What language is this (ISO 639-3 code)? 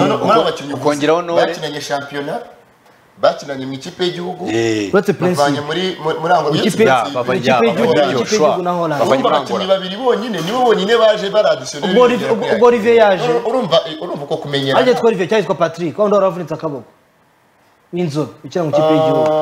kin